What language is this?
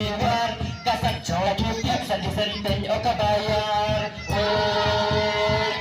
Khasi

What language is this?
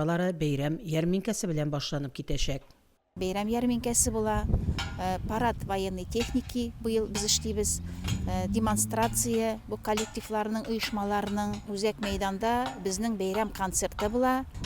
Tatar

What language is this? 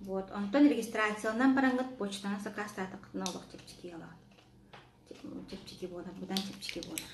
Yakut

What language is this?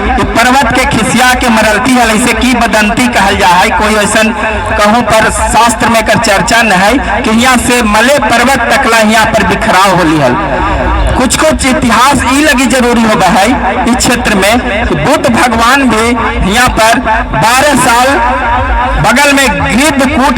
Magahi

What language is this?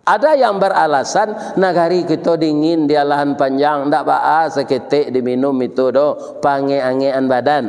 Minangkabau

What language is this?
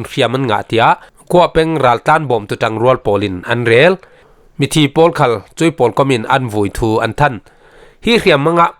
Falam Chin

